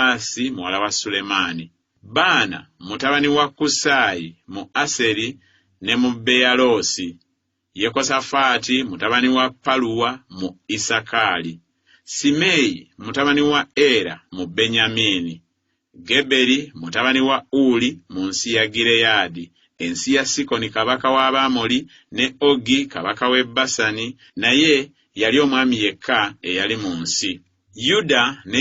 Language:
Ganda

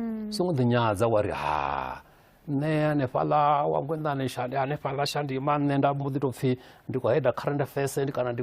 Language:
Venda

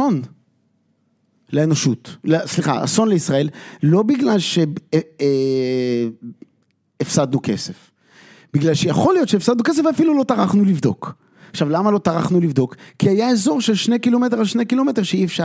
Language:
Hebrew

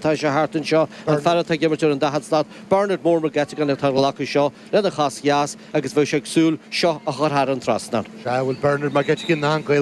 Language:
Irish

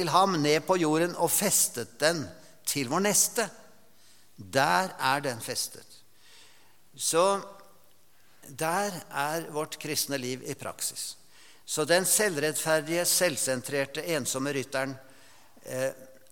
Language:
Norwegian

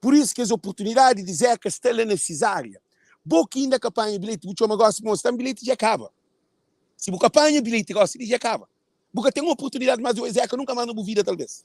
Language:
Kabuverdianu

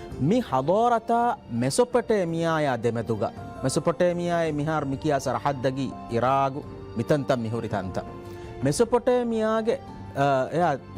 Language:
Divehi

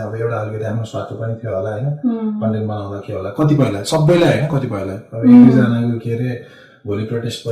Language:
Nepali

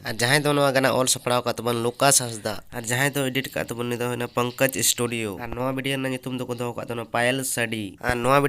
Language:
Santali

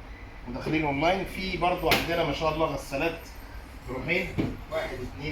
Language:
Egyptian Arabic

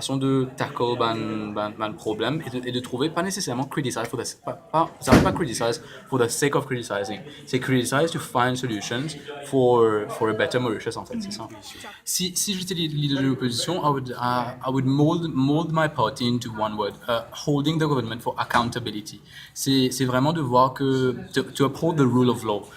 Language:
Morisyen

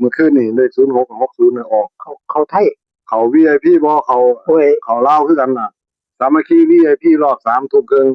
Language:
Northeastern Thai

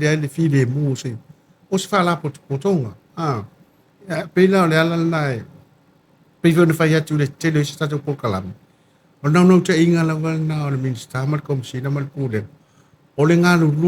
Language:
Samoan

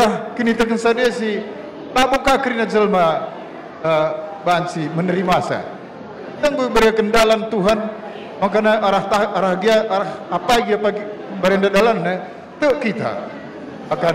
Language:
Batak Karo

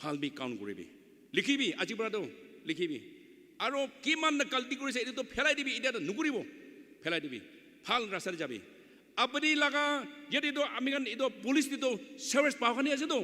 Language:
Naga Pidgin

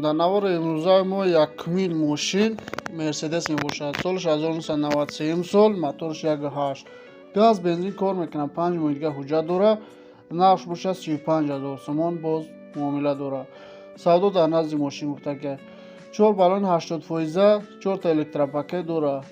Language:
Tajik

